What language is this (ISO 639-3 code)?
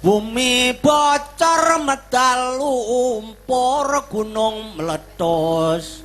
jav